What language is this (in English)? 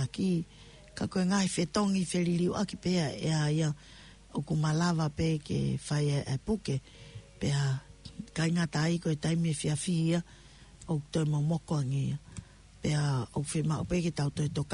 Tongan